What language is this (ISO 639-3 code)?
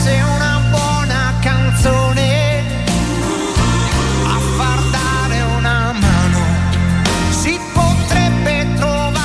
ita